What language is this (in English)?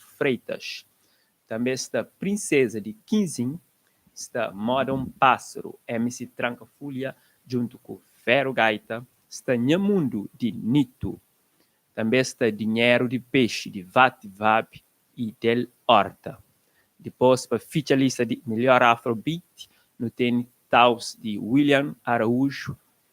Kabuverdianu